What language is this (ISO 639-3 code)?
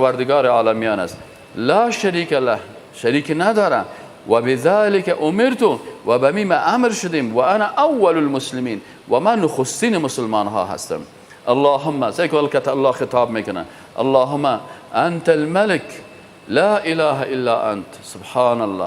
fas